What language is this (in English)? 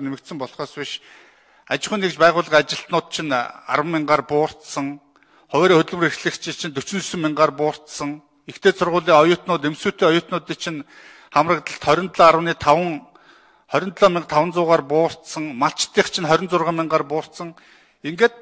Mongolian